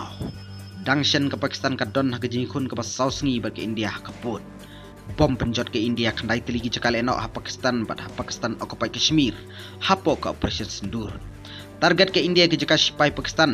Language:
Khasi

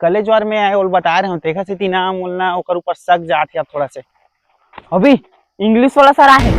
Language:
Chhattisgarhi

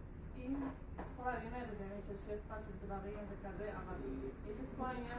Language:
Hebrew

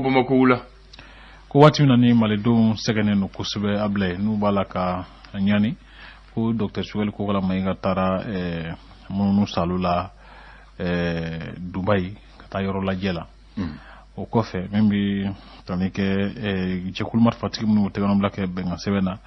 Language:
Bambara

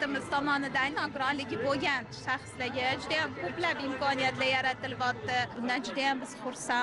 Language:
Uzbek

